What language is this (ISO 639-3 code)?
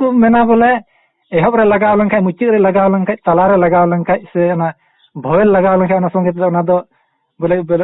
sat